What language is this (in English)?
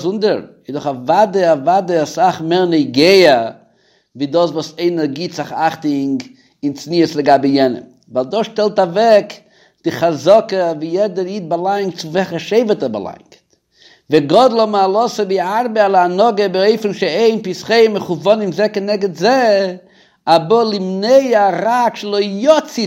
Yiddish